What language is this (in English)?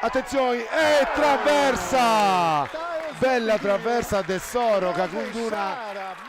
Sardinian